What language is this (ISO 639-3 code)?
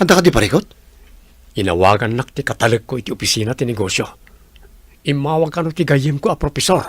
ilo